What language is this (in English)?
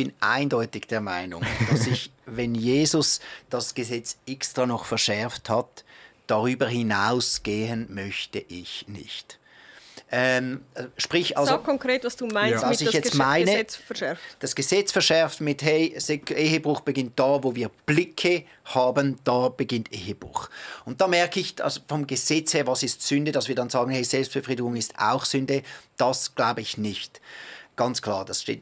Swiss German